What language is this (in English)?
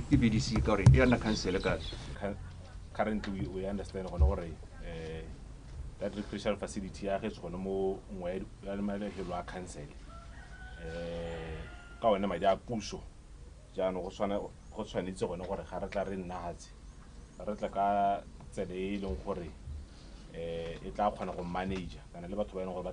Tswana